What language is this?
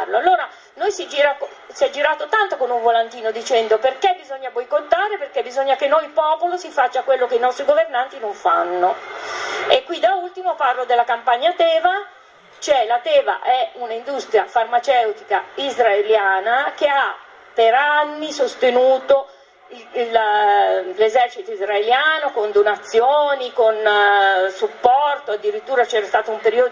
Italian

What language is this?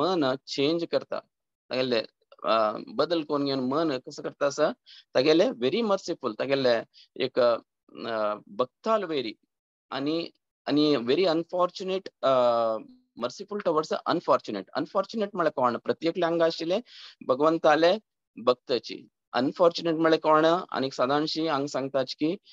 Konkani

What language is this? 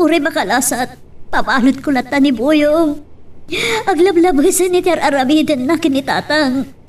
Iloko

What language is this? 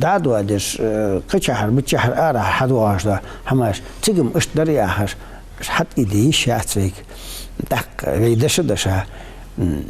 Ingush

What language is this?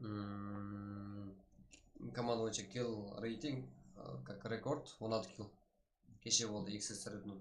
Kara-Kalpak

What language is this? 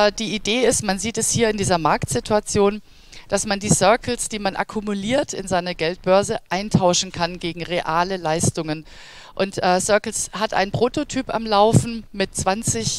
German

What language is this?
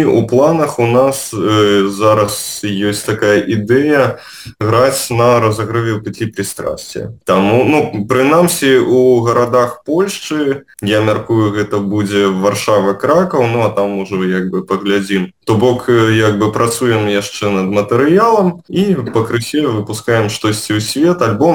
Belarusian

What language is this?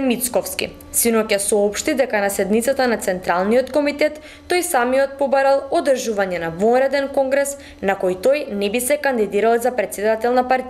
Macedonian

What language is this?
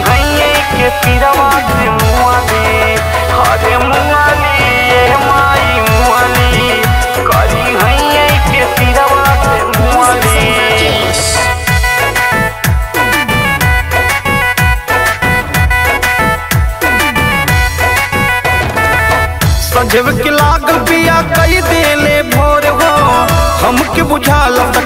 Bhojpuri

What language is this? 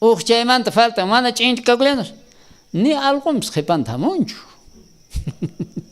South Bolivian Quechua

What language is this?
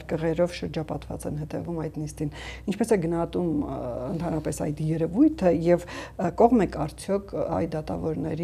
Armenian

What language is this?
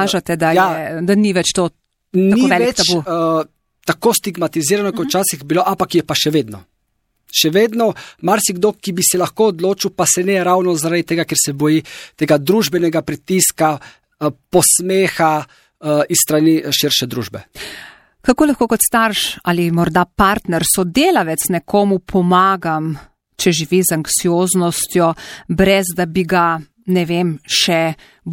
Slovenian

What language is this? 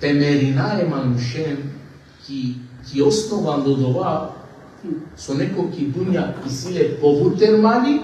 Balkan Romani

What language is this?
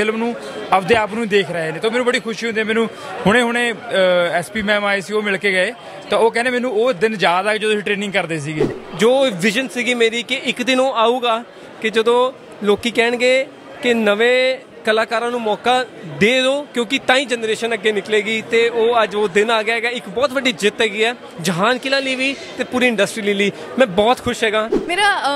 Punjabi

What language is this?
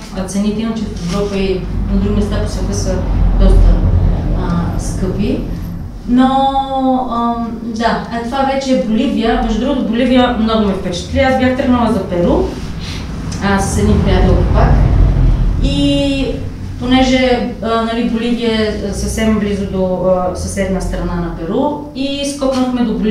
Bulgarian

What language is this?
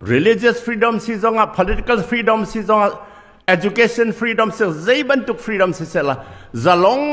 Hakha Chin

